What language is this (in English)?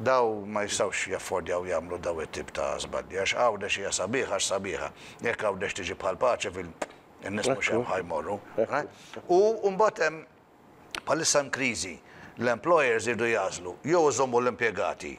Maltese